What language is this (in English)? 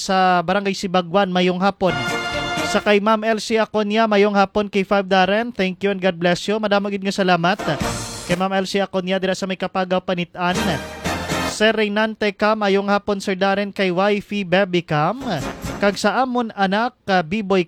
Hiligaynon